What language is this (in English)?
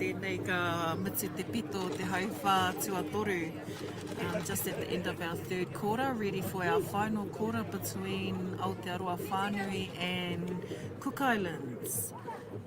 Māori